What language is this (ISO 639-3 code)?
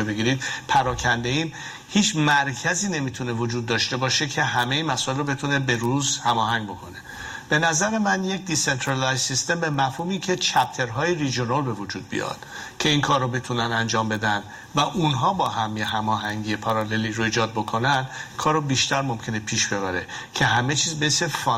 fas